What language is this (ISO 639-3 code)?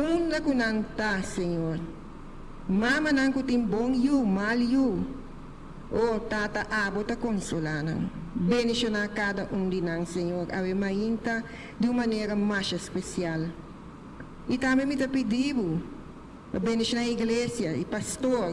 pap